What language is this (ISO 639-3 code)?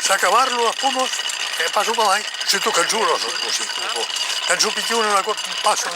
oci